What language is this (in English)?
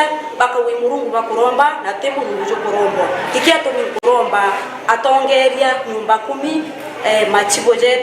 Meru